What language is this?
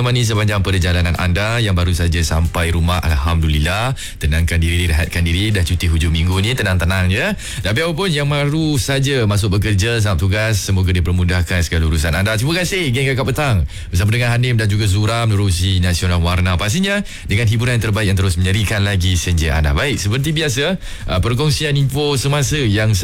Malay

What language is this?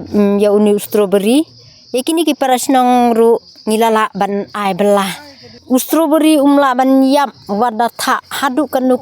Khasi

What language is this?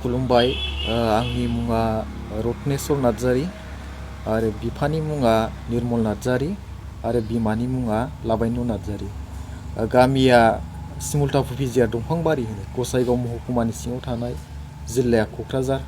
Bodo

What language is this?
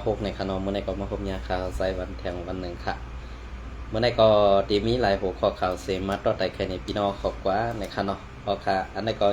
Shan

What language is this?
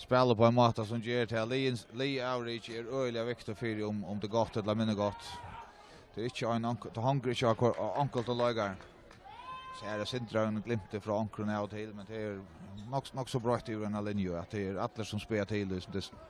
Faroese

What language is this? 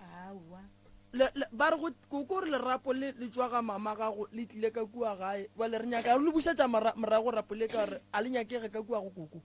Northern Sotho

